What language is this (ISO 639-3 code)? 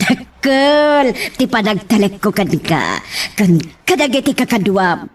ilo